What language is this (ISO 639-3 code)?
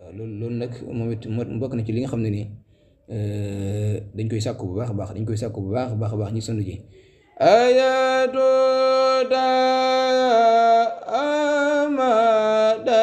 wol